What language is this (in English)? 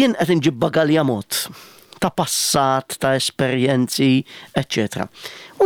Maltese